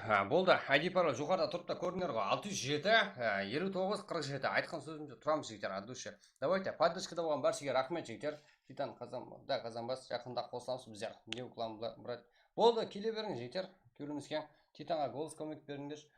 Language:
Kara-Kalpak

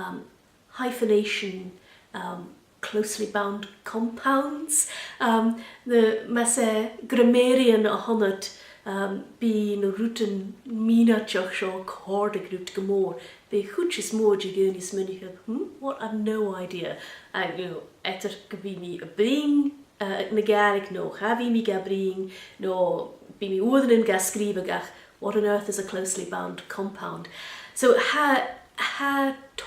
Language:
Scottish Gaelic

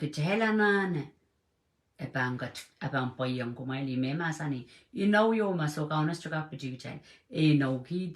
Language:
Pohnpeian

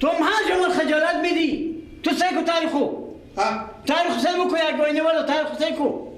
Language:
Persian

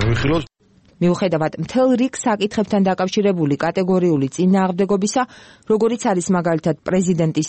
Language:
Georgian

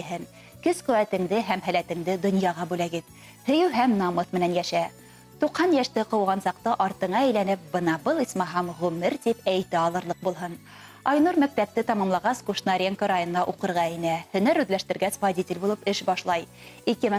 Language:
Bashkir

